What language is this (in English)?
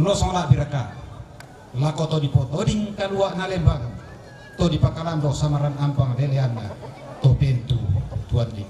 Toraja-Sa'dan